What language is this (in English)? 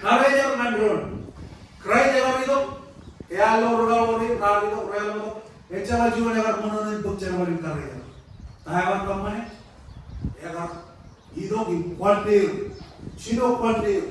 Marshallese